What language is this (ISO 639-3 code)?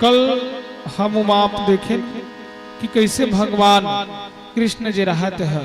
hne